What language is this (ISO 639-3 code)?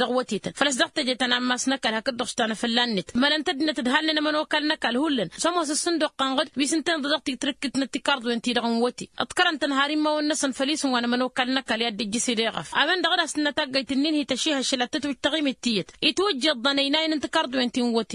taq